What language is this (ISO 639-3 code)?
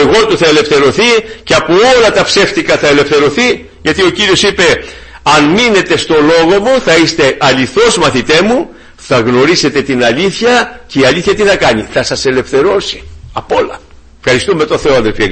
ell